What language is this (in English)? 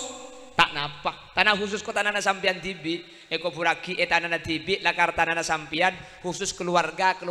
Madurese